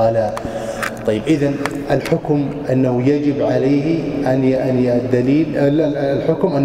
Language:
Arabic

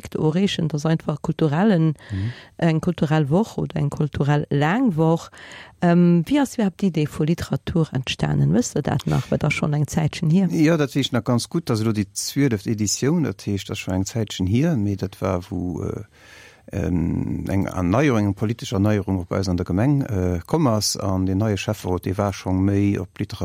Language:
Luxembourgish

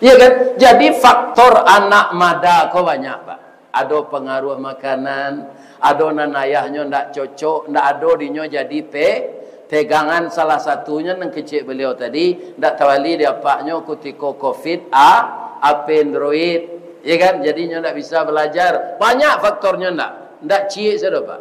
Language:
Minangkabau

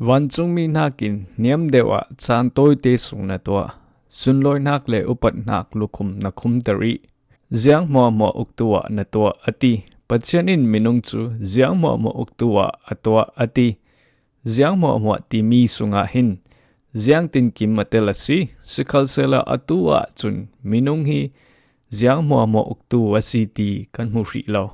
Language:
Falam Chin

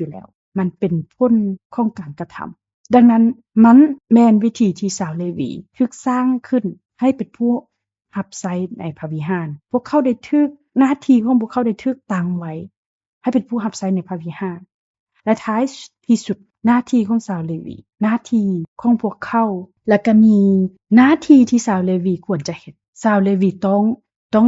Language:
Lao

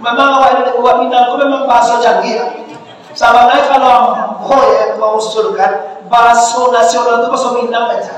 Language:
Minangkabau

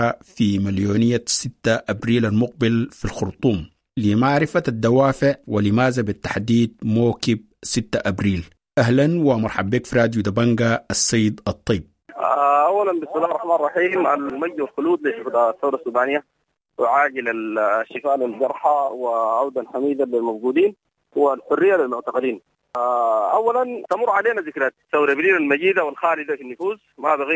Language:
Sudanese Arabic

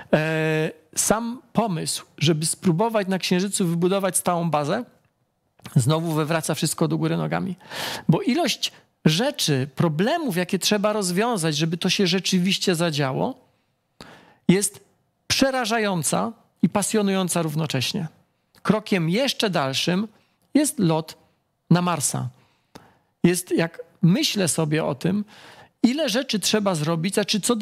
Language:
Polish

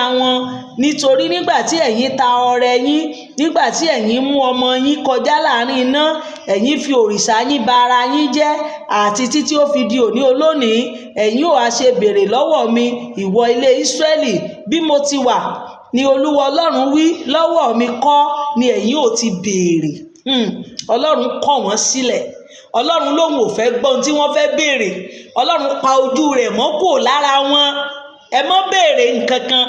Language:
Yoruba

